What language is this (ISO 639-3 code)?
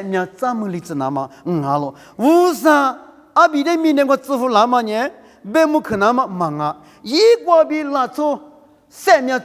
lis